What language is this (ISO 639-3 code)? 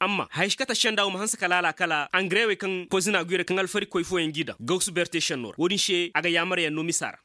ses